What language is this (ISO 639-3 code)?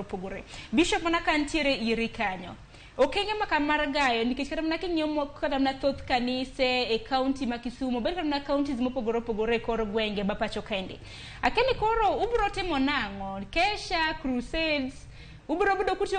luo